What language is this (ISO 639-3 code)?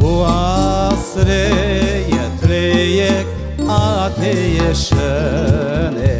crh